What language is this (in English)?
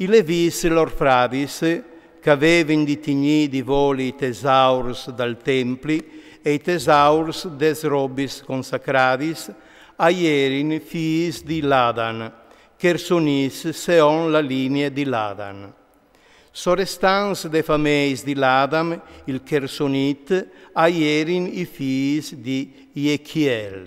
Friulian